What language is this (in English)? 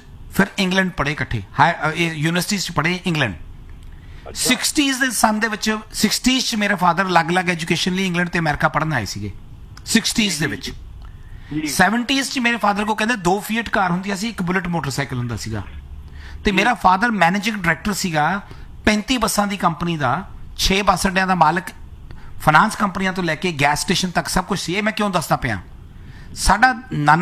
Punjabi